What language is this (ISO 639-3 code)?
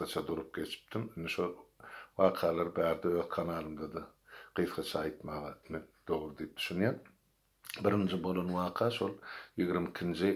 tuk